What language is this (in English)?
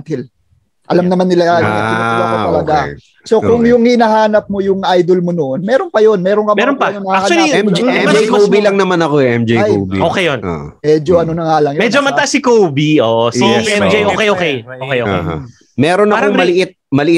Filipino